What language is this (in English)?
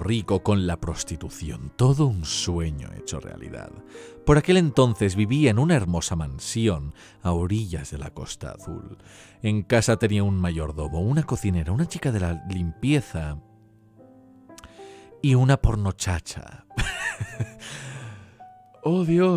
Spanish